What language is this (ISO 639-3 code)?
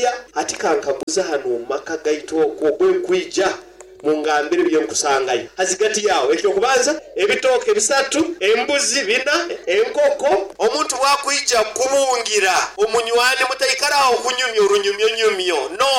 nyo